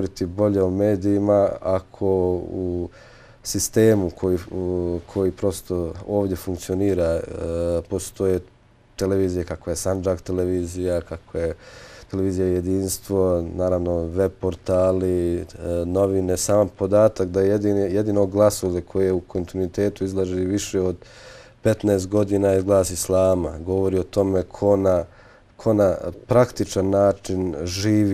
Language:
Bosnian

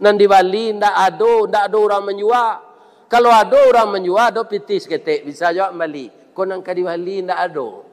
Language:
Minangkabau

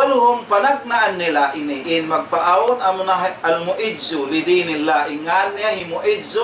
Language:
Tausug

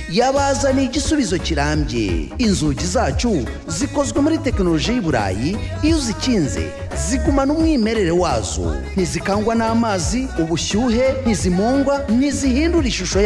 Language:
Kinyarwanda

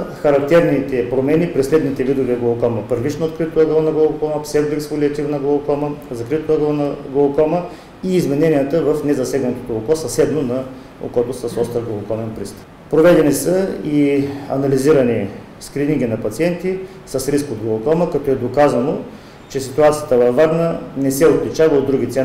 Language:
Bulgarian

